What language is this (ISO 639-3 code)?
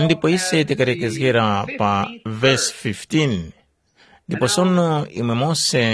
tum